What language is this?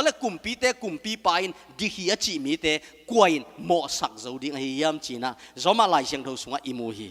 Tedim Chin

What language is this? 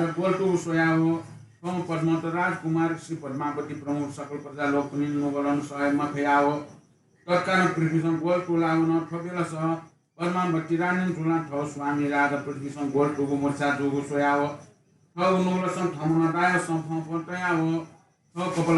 Newari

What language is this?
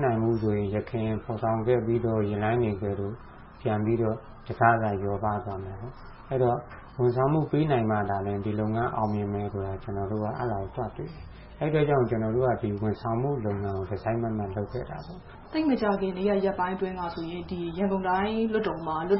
Burmese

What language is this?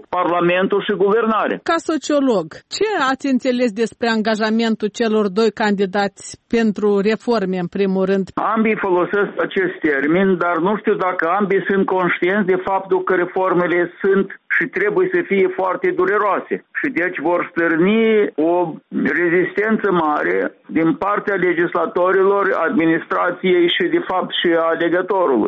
Romanian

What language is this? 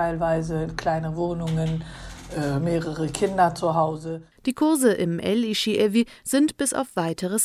German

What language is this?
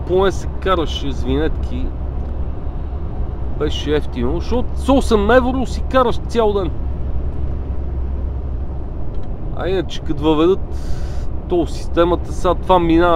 Bulgarian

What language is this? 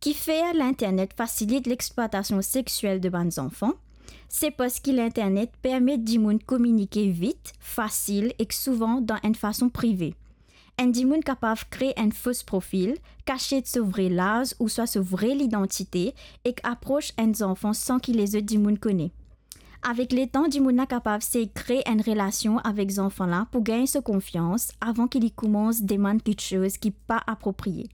Morisyen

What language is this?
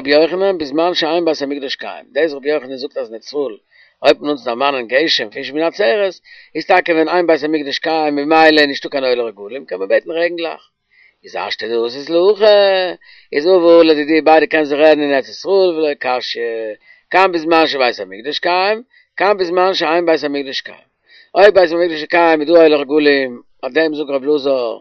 Yiddish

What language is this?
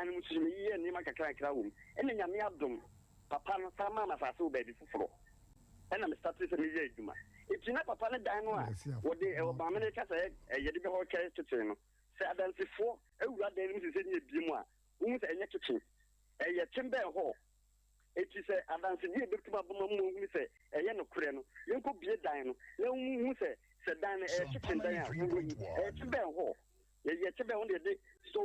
Akan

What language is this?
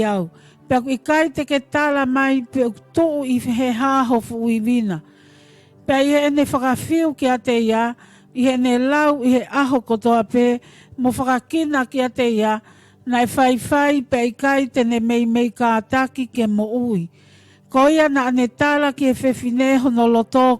Tongan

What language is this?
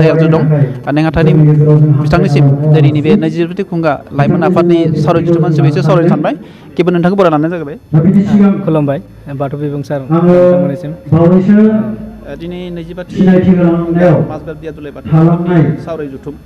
Bodo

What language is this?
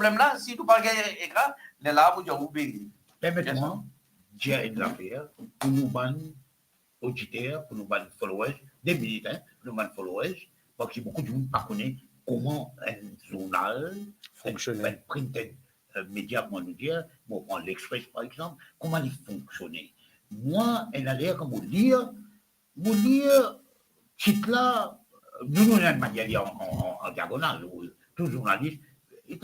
Morisyen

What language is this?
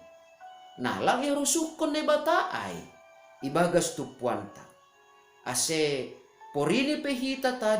Batak Simalungun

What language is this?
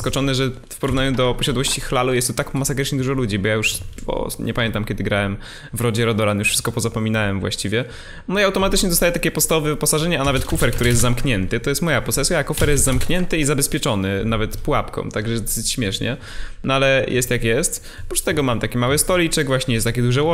Polish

